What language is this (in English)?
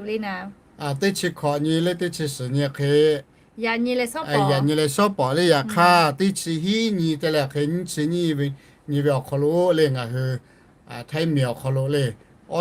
Lahu